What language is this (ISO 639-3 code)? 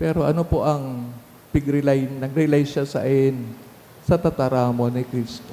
bik